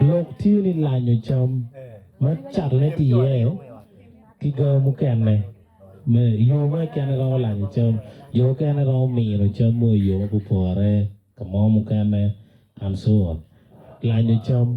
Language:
Acoli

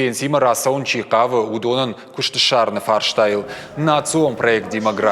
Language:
Ossetic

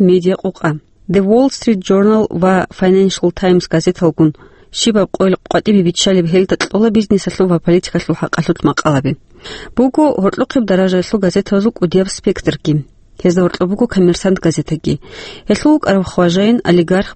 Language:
Avaric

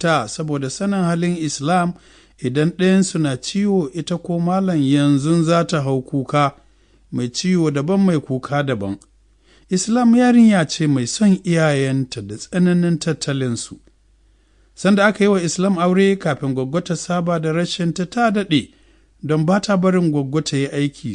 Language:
Hausa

